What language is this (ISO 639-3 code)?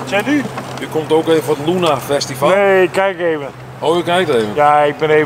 fry